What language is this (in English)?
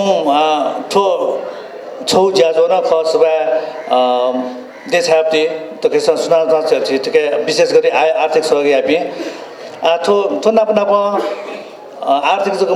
Newari